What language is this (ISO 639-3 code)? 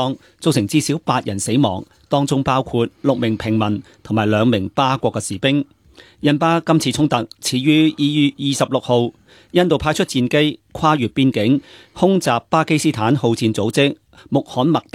yue